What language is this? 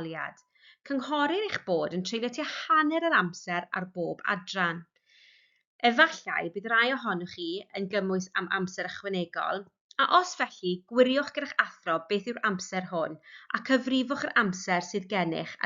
Welsh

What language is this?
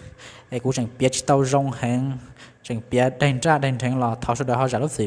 Hmong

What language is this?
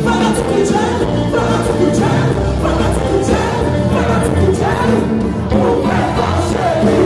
Haitian Creole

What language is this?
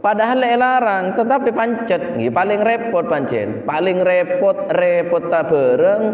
Madurese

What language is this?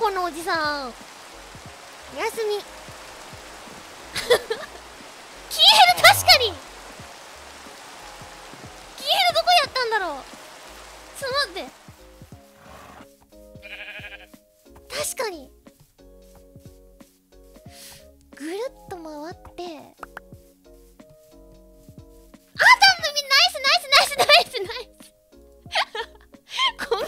Japanese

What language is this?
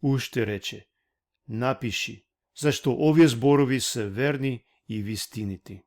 Balkan Romani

